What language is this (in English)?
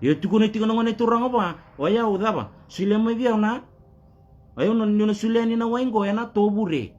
Fijian